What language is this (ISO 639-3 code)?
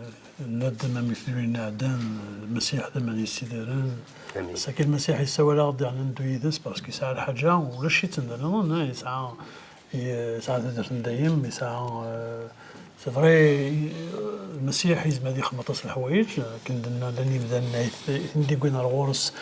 kab